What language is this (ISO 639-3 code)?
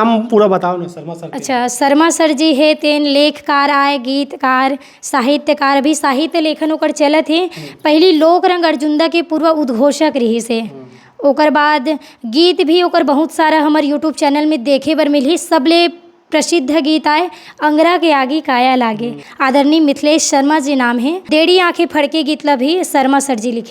hne